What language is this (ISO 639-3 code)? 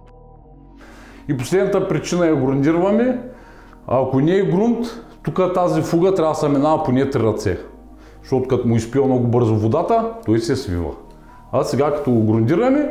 bul